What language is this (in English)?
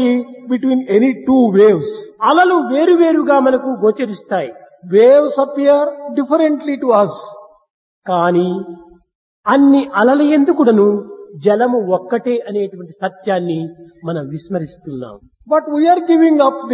Telugu